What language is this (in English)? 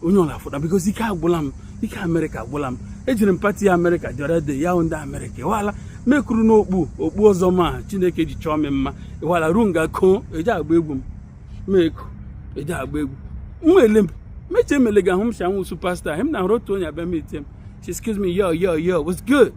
Igbo